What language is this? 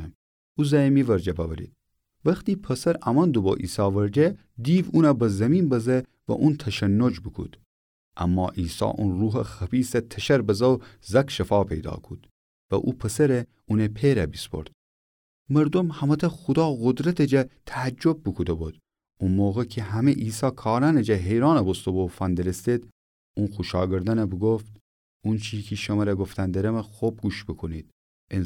Gilaki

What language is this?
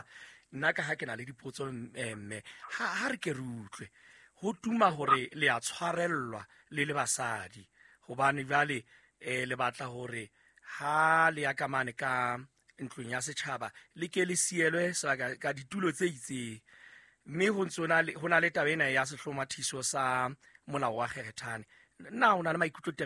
Southern Sotho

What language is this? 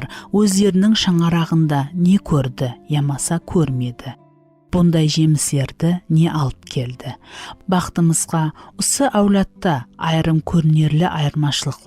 Kara-Kalpak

